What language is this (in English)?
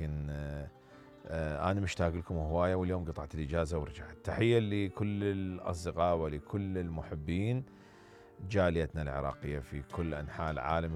Mesopotamian Arabic